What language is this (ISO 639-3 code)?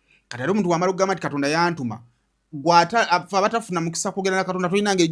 lug